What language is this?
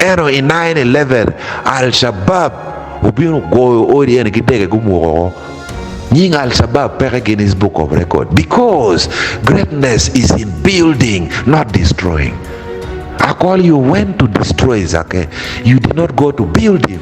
Acoli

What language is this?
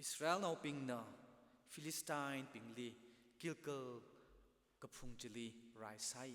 Tangkhul Naga (India)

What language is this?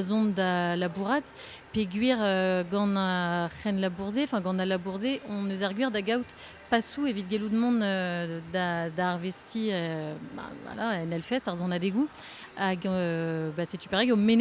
Breton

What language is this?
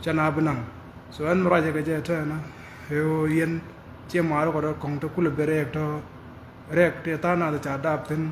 Nuer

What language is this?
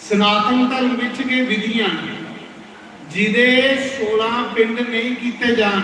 Dogri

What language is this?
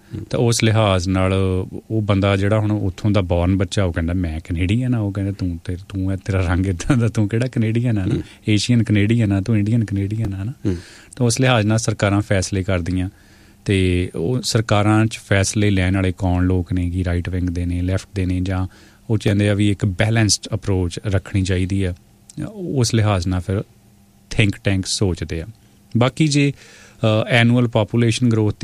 Punjabi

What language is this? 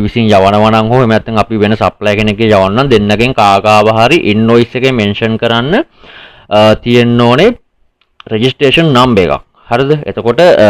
Sinhala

